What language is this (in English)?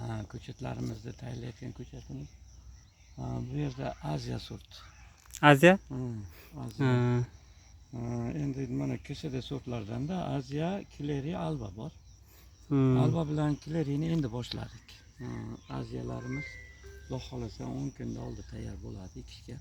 Uzbek